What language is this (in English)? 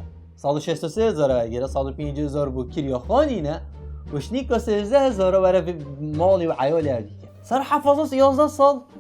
Kurdish